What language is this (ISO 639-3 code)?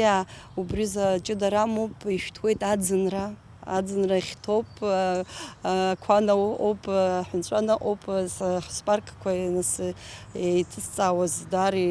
abk